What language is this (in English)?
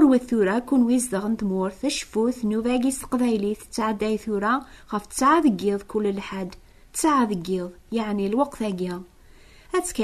Kabyle